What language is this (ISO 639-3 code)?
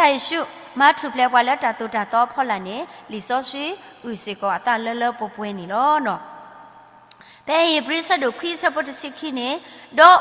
ksw